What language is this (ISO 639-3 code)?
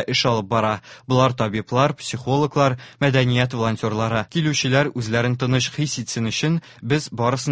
tat